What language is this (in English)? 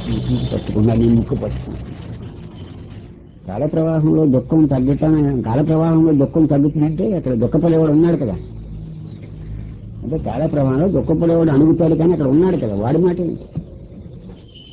Telugu